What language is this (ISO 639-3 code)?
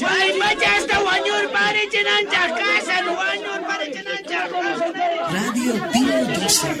quh